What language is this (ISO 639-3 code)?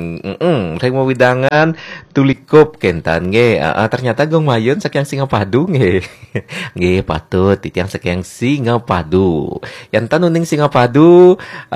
ban